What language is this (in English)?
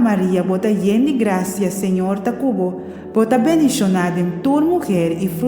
Papiamento